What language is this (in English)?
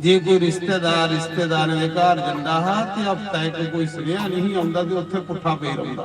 Dogri